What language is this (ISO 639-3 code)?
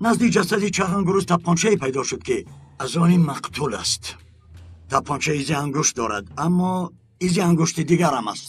tgk